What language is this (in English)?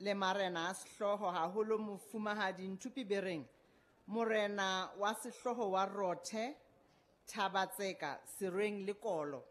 Southern Sotho